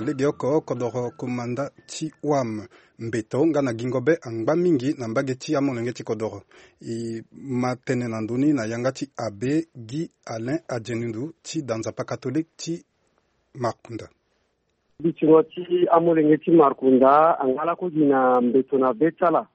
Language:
Sango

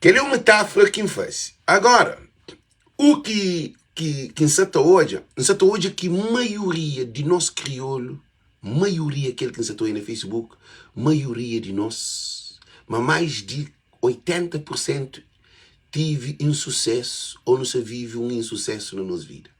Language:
Kabuverdianu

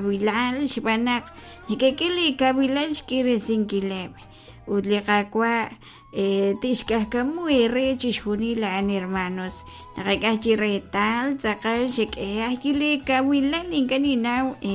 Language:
Kekchí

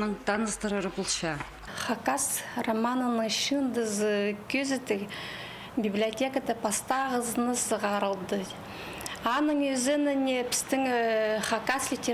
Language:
Khakas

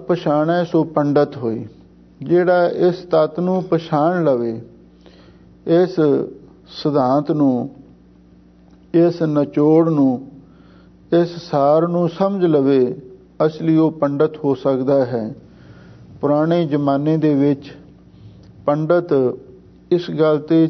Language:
Punjabi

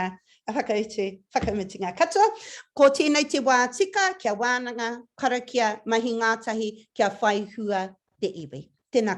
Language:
Māori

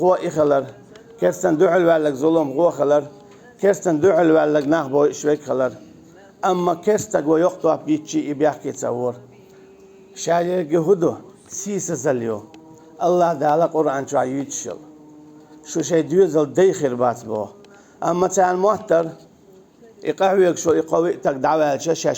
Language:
Chechen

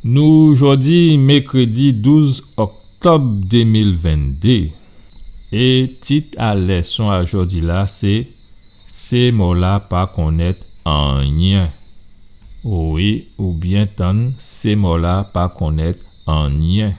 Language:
Guadeloupean Creole French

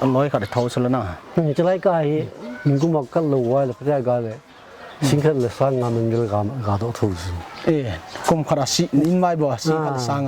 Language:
Paite Chin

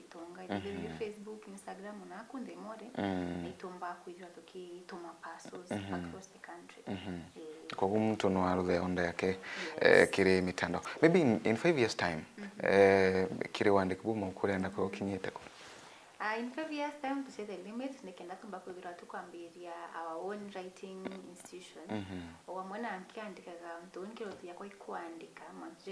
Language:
Meru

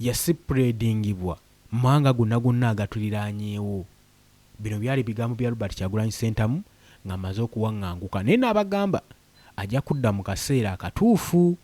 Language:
Ganda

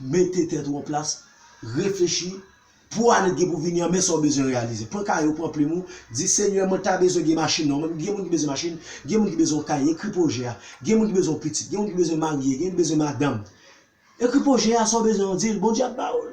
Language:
Haitian Creole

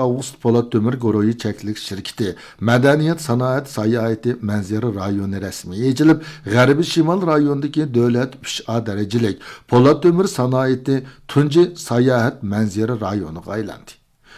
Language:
Uyghur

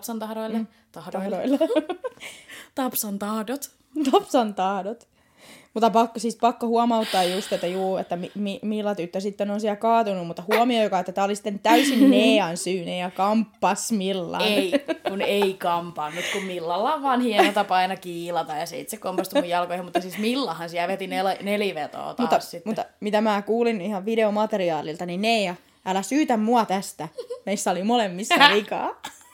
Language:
Finnish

